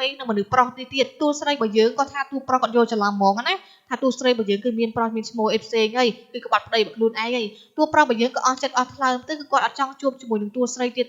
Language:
Khmer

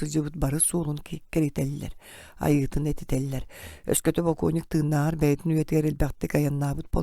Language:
Yakut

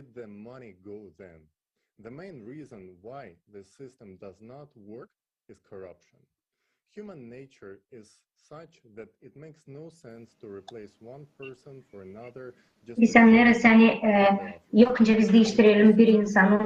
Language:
Gagauz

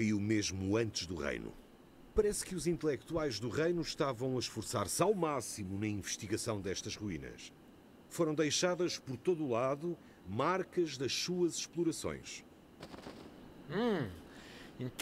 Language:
Portuguese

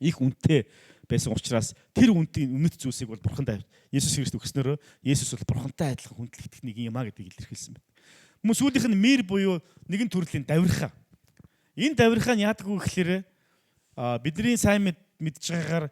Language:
Mongolian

